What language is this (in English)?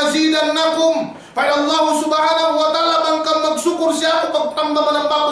Yakan